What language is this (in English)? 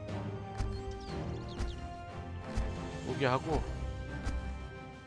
Korean